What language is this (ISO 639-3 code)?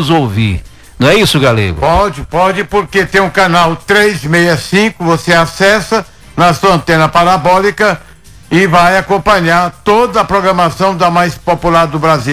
por